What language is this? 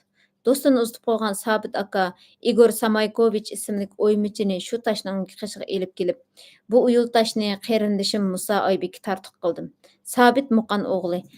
Uyghur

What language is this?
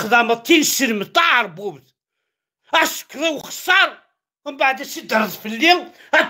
Kabyle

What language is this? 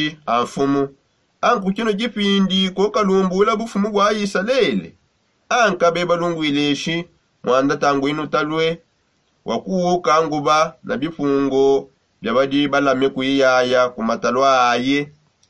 Songe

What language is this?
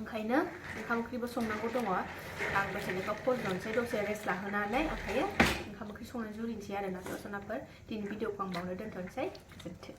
Bodo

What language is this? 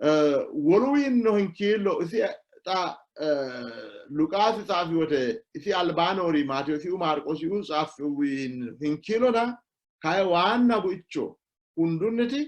Sidamo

